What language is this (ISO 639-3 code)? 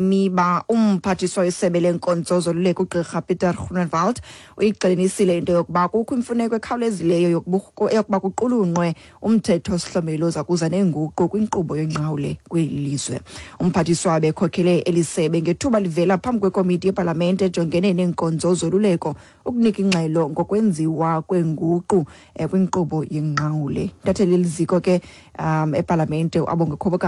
xho